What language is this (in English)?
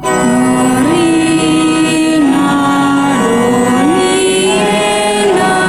Batak Karo